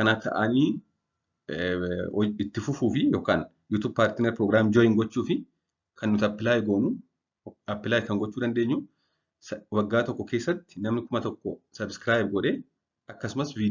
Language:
Oromo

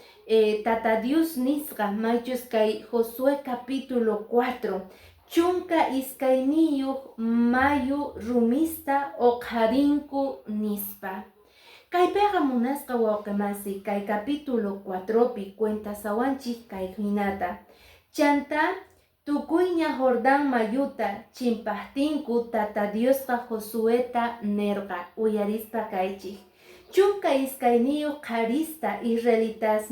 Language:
Quechua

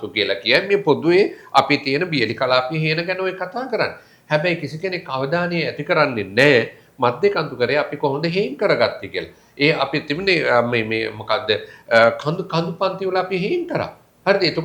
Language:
Sinhala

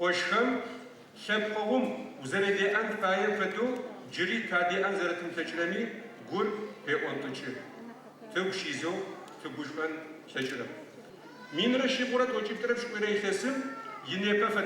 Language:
Adyghe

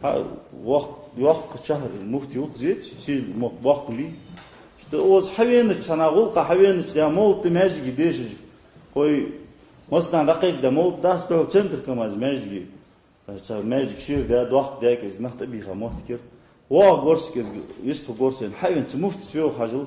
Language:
Ingush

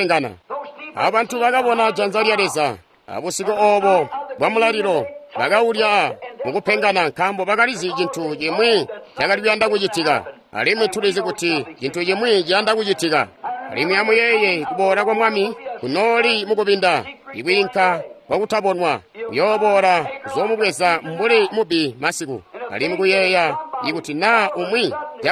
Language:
Tonga (Zambia)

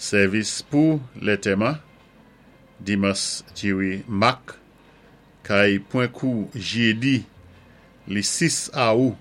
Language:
Saint Lucian Creole French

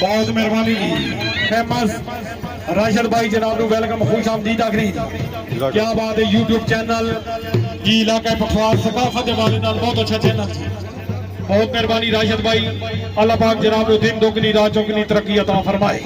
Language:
Pahari-Potwari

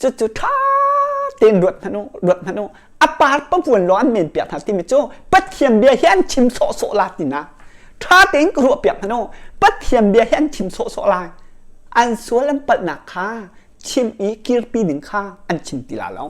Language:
Hakha Chin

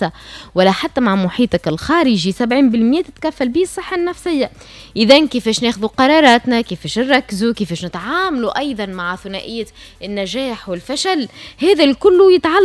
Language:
Tunisian Arabic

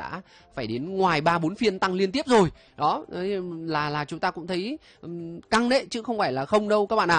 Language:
Vietnamese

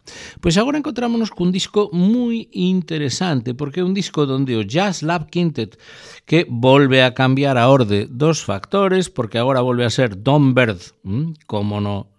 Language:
Galician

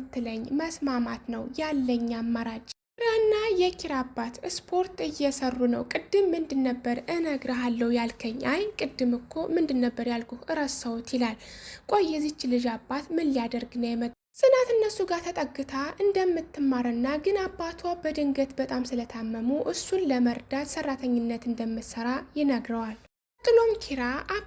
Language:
Amharic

